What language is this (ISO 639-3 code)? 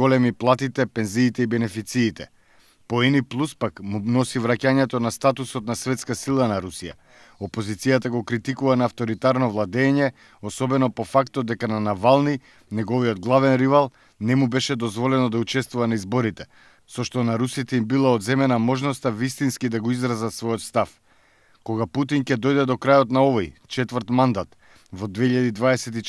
mkd